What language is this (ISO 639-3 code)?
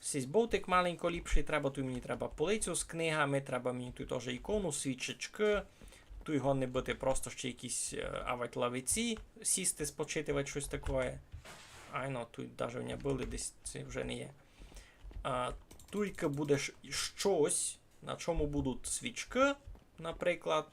rue